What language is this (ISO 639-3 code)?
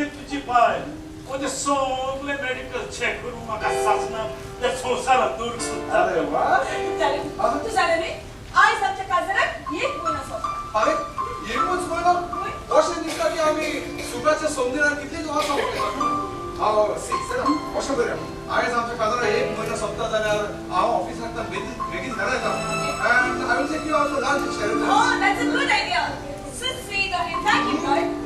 kok